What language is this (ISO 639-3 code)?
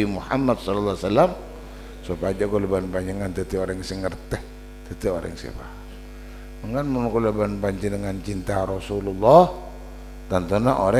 mad